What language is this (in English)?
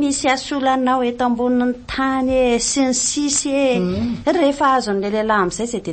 Malagasy